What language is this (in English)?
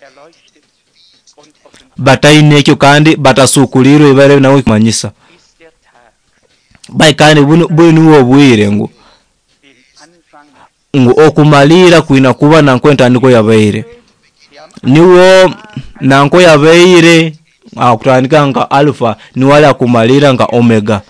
Nyoro